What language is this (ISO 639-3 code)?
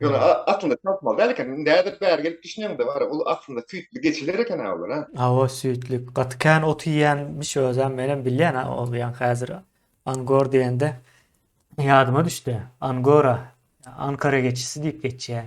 tuk